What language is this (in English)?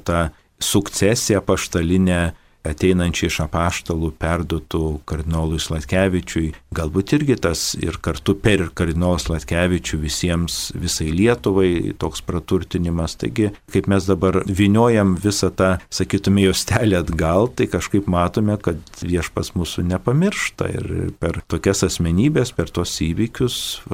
Lithuanian